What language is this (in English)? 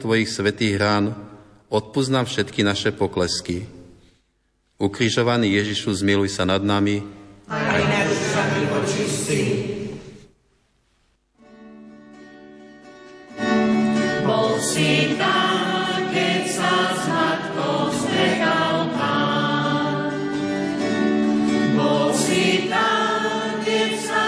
Slovak